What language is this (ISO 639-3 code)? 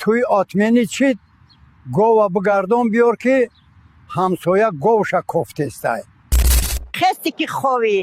tgk